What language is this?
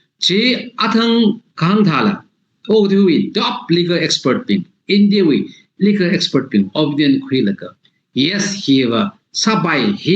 Tangkhul Naga (India)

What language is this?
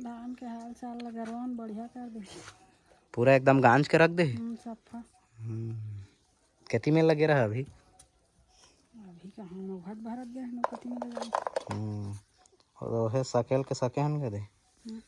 Chhattisgarhi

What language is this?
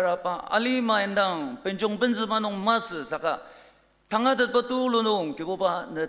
Ao Naga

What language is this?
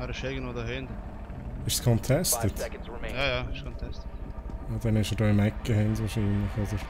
Swiss German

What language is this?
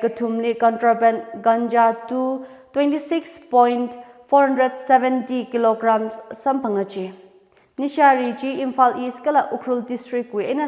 Tangkhul Naga (India)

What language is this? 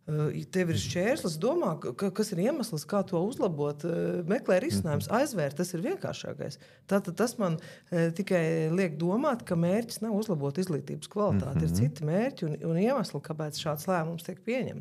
Latvian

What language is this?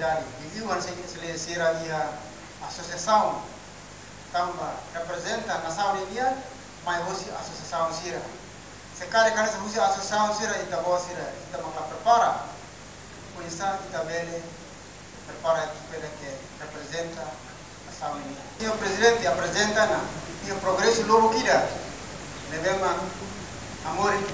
Tetum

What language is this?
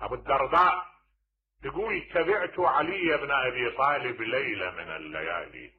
Mesopotamian Arabic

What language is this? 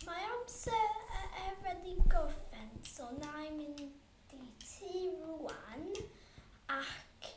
Welsh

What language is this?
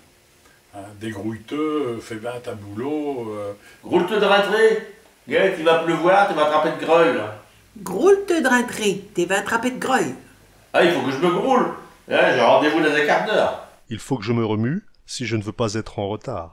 Picard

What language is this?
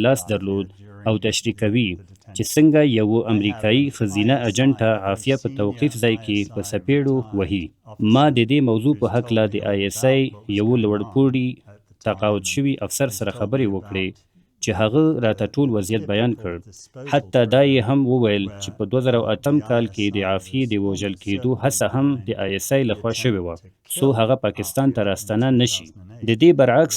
Pashto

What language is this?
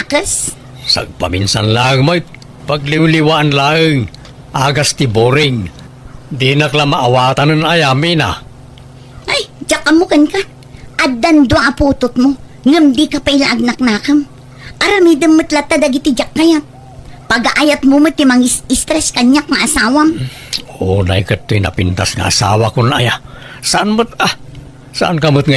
Iloko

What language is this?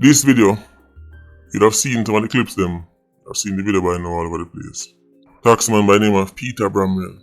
Jamaican Creole English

